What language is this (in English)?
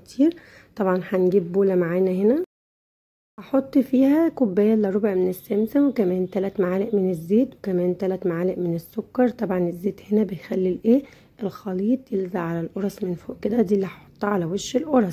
Egyptian Arabic